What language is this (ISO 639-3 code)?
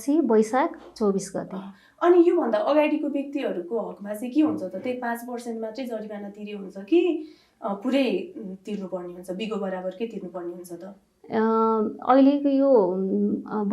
nep